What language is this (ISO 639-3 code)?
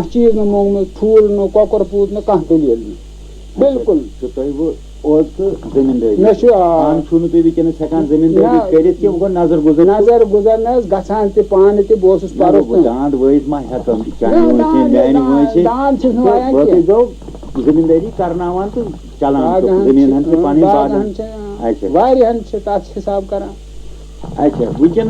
kas